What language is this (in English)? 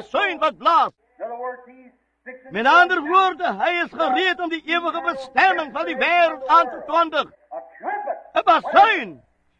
Afrikaans